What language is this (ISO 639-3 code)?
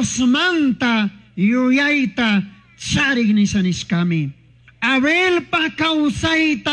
qug